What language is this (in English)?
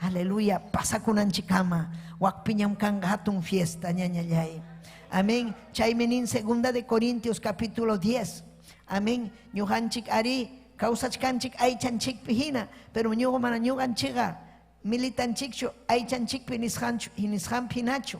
Ayacucho Quechua